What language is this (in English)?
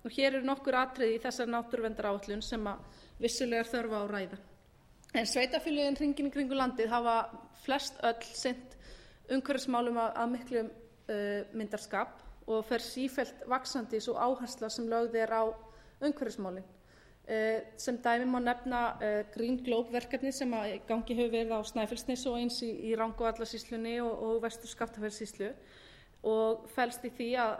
Icelandic